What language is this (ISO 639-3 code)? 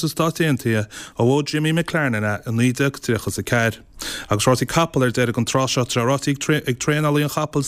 gle